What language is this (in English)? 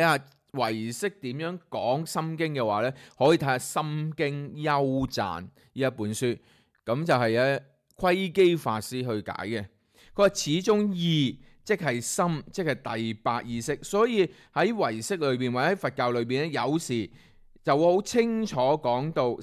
Cantonese